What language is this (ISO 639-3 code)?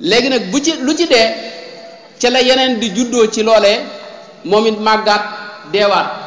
wol